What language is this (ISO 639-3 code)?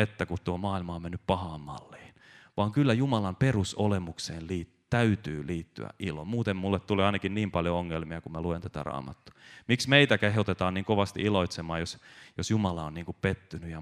fin